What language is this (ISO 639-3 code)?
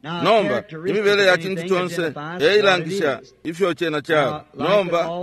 bem